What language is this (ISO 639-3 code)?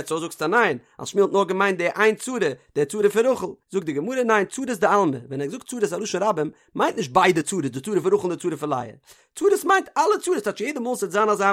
yid